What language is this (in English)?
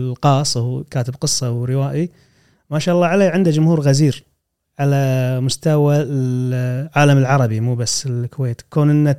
Gulf Arabic